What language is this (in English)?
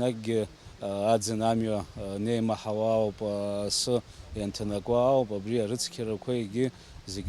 Abkhazian